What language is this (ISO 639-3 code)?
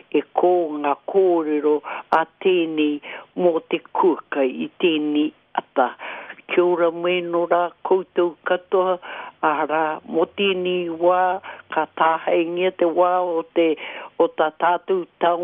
mri